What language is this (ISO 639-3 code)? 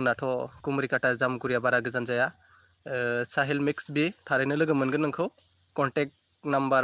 brx